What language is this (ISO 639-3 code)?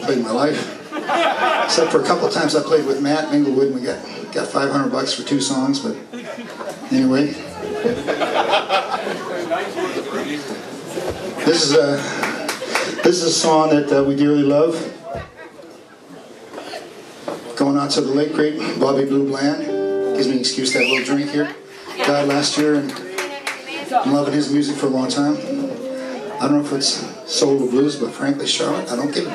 eng